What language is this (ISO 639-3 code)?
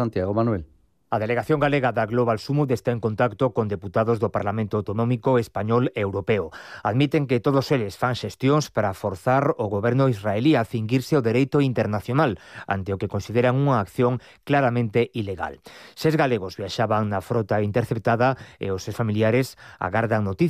glg